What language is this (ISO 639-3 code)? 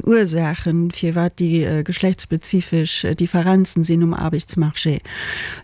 ltz